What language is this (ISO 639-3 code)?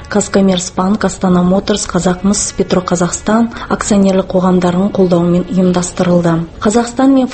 kaz